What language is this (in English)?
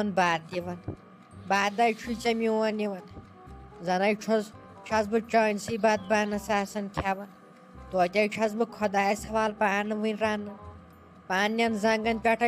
Kashmiri